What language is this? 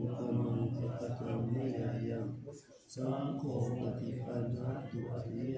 Pali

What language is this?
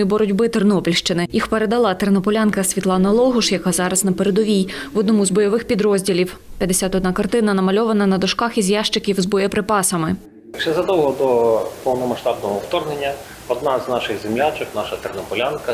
Ukrainian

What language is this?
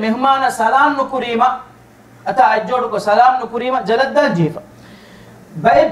Divehi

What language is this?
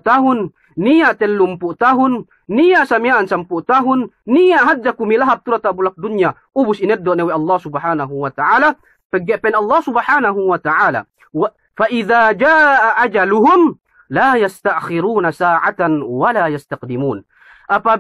Yakan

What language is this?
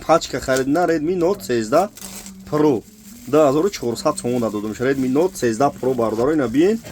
Tajik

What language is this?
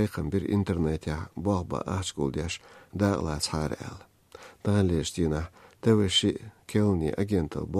Chechen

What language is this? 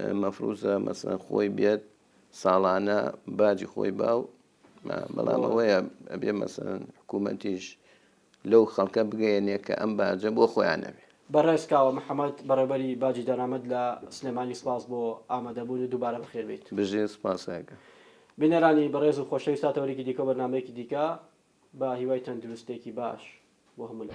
Central Kurdish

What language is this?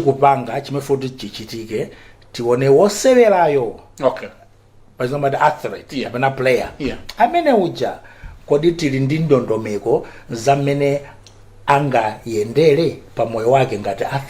Nyanja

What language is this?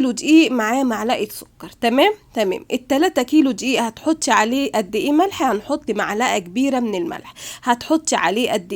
Egyptian Arabic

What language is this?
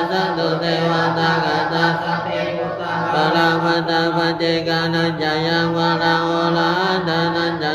Pali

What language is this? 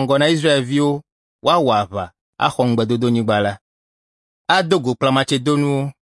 Ewe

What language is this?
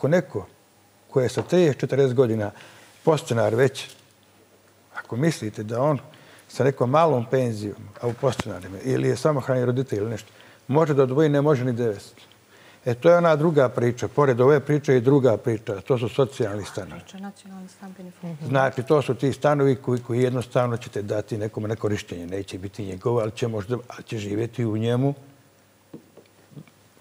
Serbian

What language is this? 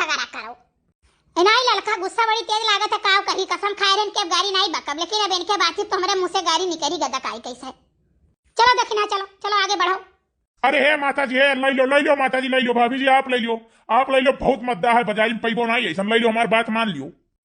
Awadhi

